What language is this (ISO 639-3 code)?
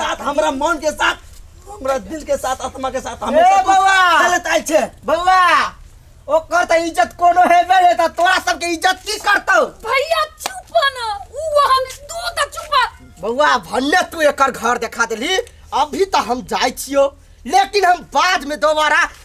mai